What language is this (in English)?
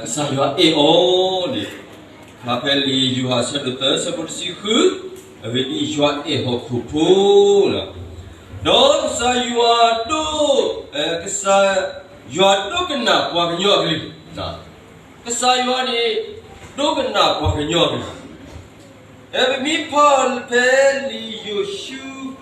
S'gaw Karen